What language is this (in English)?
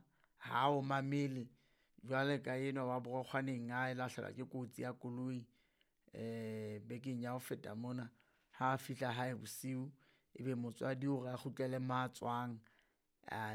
Southern Sotho